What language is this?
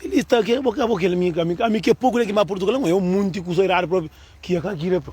Kabuverdianu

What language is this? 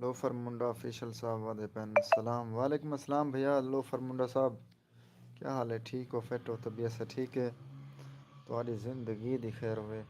Saraiki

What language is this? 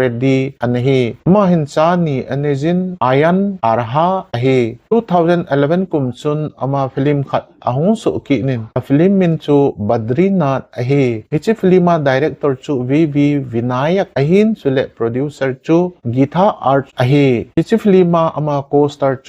Thado Chin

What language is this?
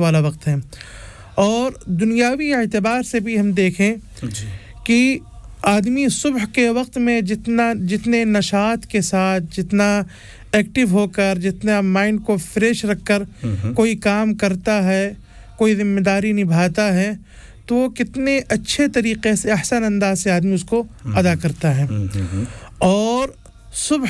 Urdu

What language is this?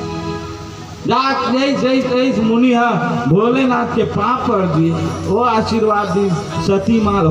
Chhattisgarhi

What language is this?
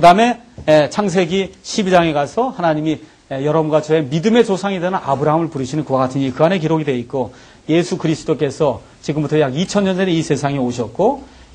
Korean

